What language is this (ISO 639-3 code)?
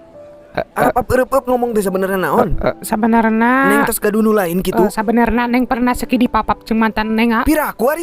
sun